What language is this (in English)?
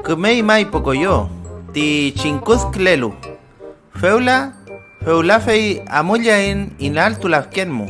Mapuche